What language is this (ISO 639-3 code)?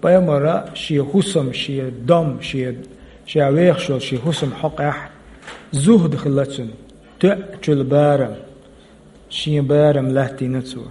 che